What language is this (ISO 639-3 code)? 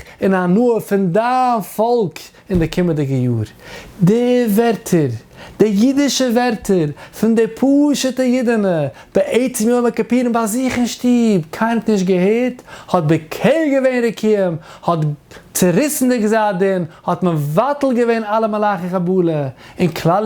yid